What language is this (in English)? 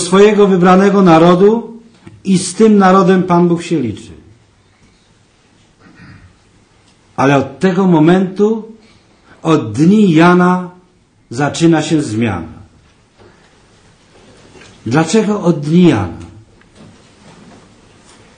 Polish